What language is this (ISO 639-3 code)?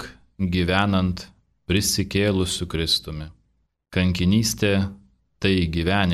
lit